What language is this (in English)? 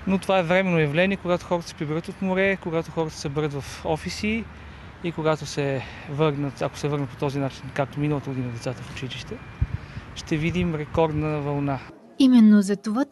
Bulgarian